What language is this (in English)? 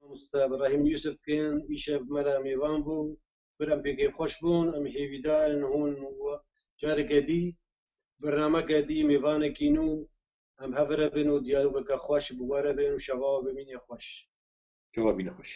Kurdish